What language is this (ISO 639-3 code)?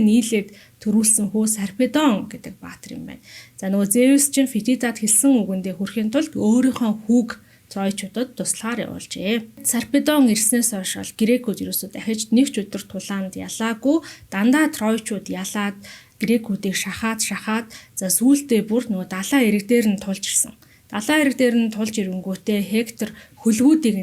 mon